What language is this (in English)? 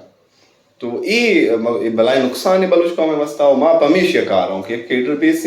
Brahui